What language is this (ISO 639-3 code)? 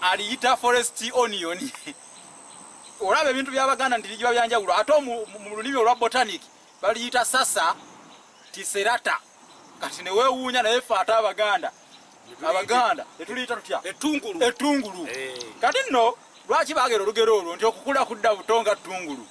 lug